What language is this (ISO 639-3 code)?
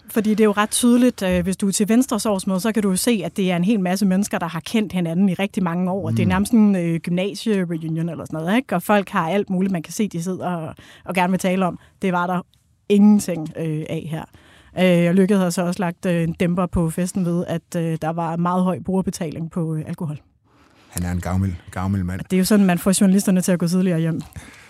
dan